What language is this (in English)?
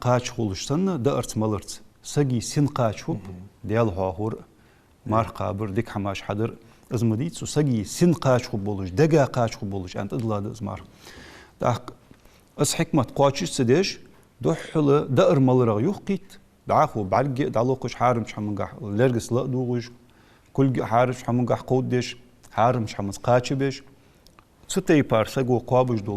Ingush